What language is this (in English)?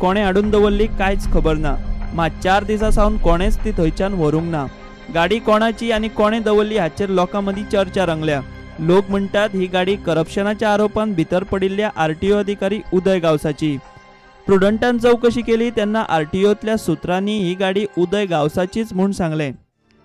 Konkani